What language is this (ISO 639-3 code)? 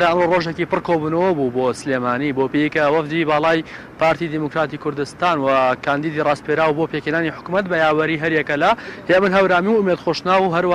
ckb